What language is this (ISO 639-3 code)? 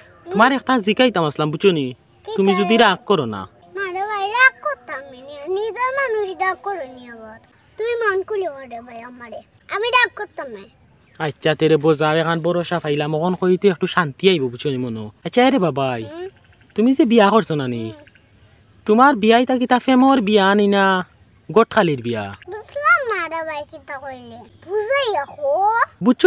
syl